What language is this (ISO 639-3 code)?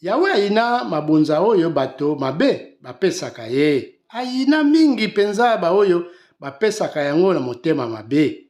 lin